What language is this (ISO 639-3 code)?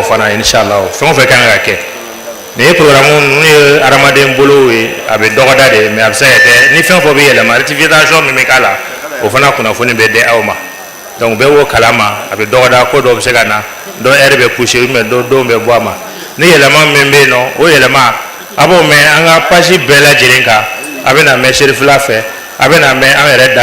bam